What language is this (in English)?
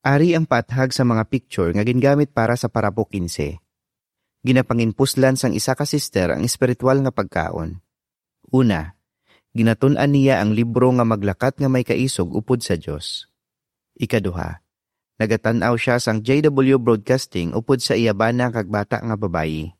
Hiligaynon